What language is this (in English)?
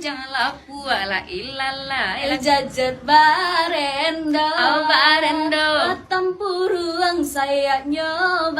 Minangkabau